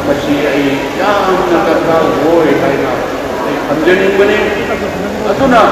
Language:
Manipuri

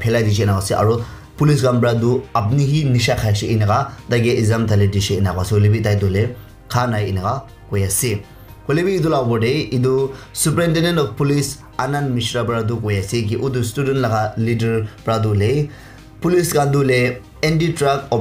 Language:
Naga Pidgin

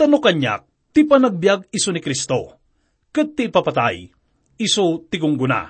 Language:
Iloko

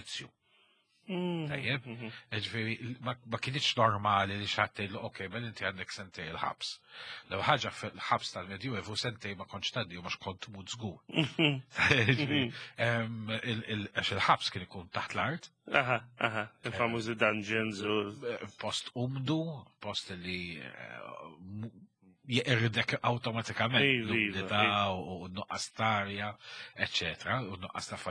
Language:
Maltese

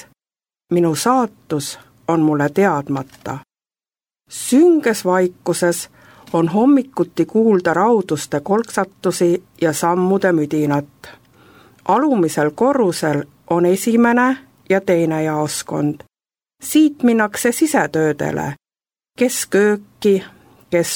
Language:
Estonian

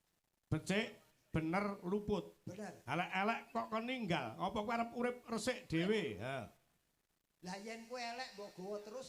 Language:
Javanese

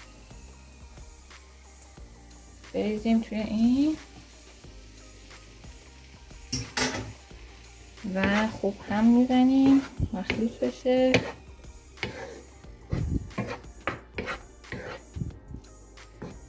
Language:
Persian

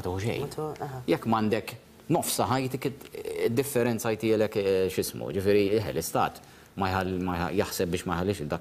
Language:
Maltese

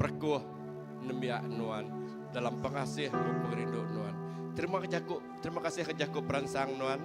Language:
Iban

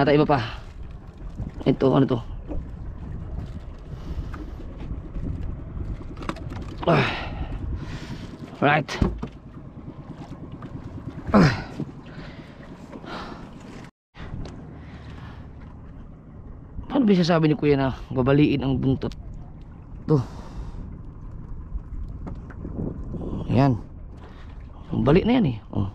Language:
Filipino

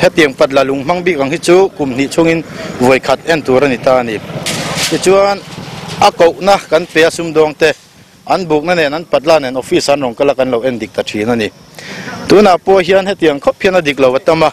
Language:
Mizo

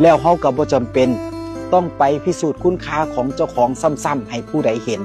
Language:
Northeastern Thai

